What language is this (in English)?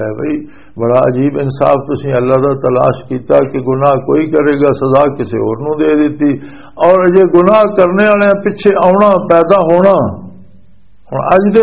Western Panjabi